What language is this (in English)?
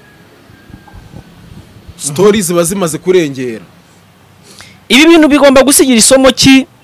Kinyarwanda